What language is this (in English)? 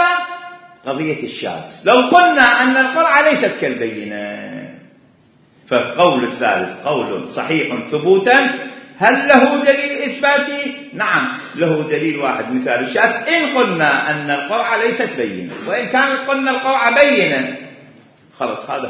Mesopotamian Arabic